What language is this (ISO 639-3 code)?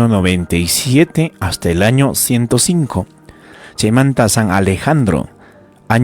quy